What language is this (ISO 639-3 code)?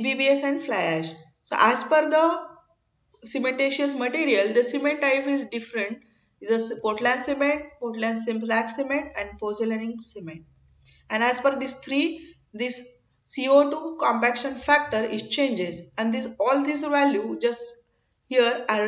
eng